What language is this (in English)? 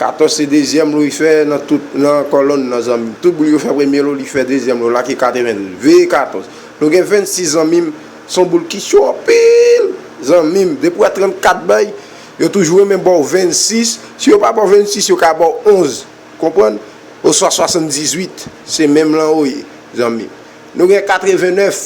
Haitian Creole